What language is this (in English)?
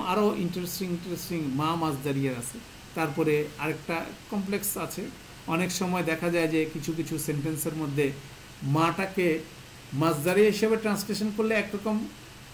Bangla